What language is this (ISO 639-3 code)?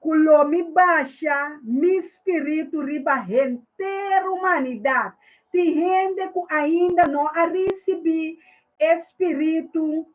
pap